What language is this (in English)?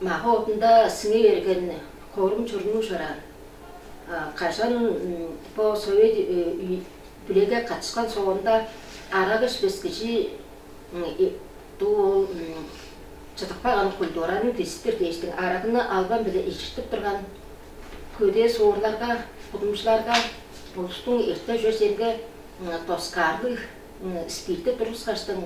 Tuvinian